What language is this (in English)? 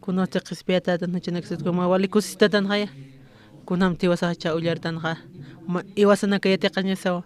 Aymara